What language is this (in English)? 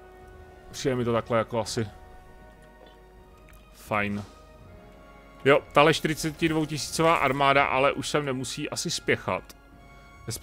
Czech